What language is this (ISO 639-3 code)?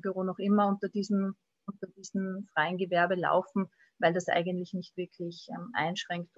deu